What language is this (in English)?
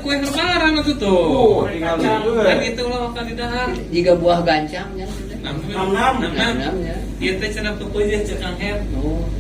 Sundanese